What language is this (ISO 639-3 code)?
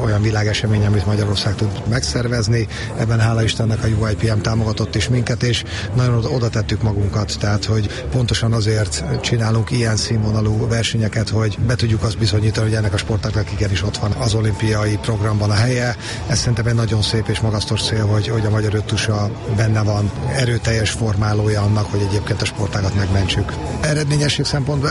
hun